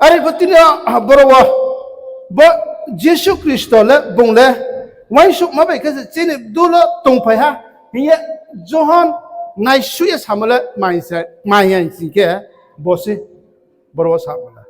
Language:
Riang (India)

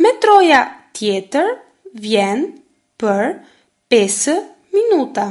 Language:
Albanian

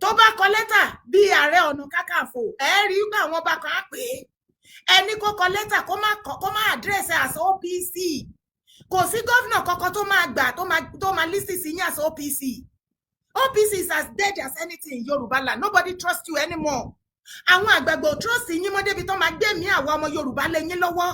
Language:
Yoruba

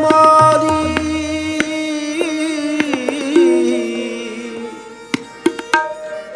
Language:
Punjabi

